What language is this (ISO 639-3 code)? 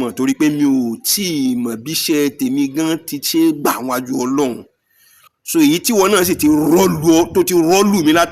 yor